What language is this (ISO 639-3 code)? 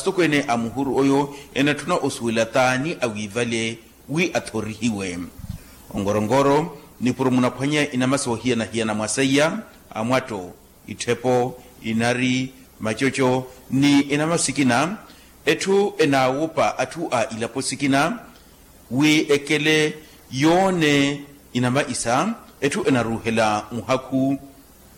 vmw